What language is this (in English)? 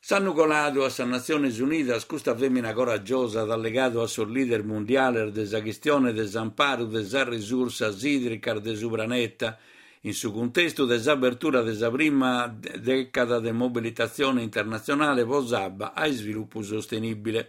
Sardinian